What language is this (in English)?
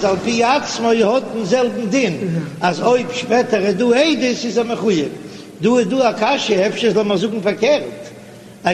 Yiddish